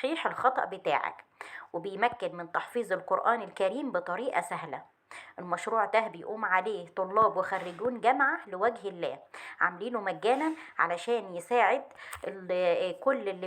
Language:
Egyptian Arabic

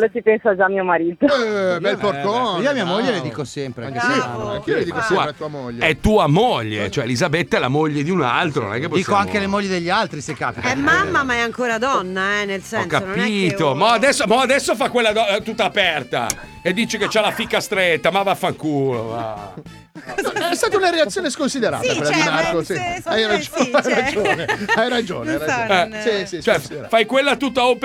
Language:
Italian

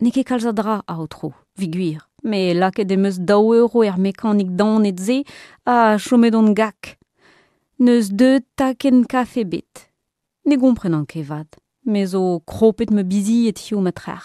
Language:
Breton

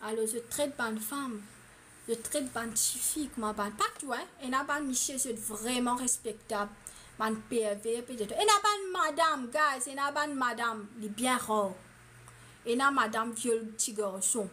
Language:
Morisyen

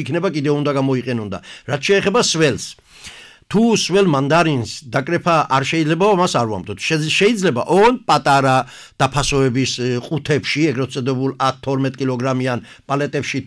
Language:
Georgian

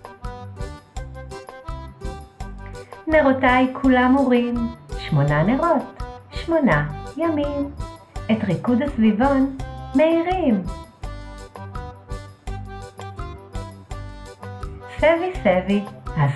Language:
Hebrew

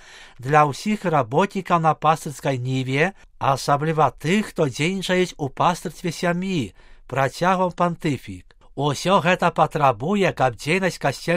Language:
Belarusian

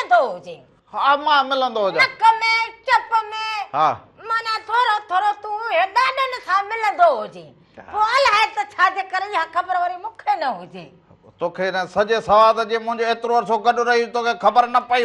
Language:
Sindhi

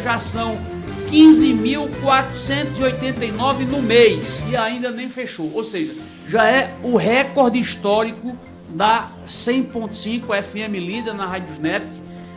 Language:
Portuguese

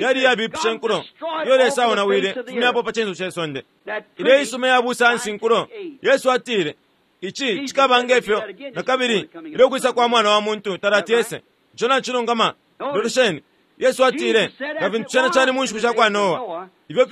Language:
Bemba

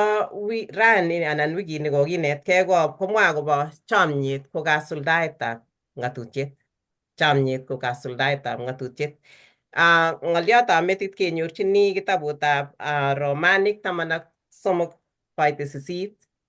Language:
Kalenjin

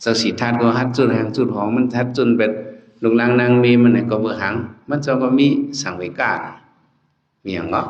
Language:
Shan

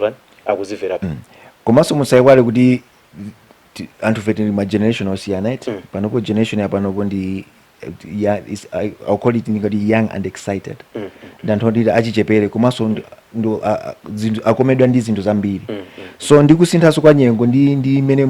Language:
Nyanja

